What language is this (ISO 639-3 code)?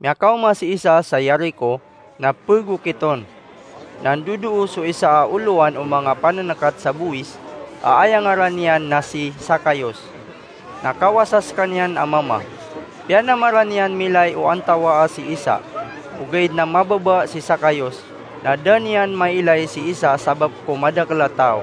mrw